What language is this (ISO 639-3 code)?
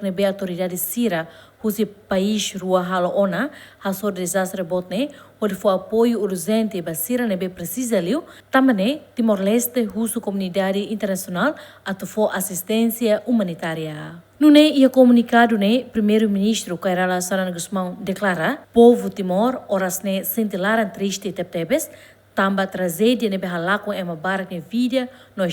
tet